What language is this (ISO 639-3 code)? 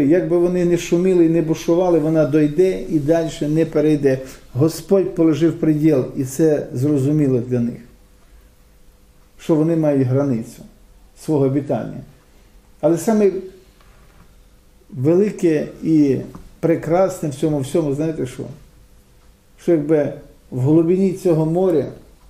ukr